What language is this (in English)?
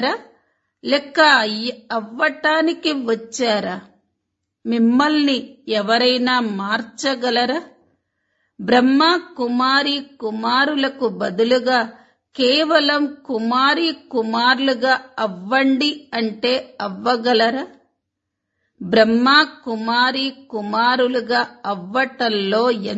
Telugu